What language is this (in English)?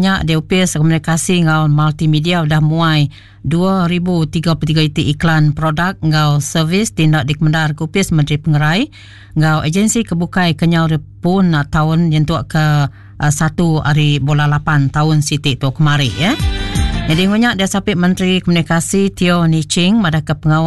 Iban